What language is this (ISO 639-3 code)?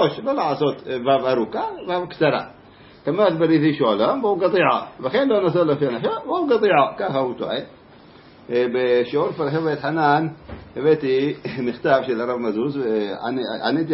heb